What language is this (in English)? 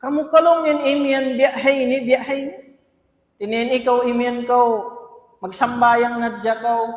Tausug